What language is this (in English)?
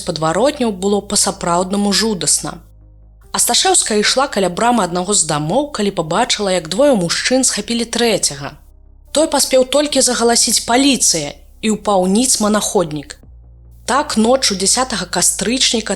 Belarusian